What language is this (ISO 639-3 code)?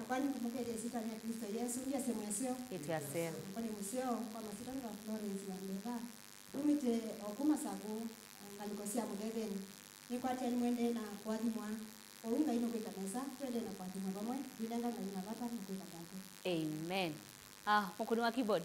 kam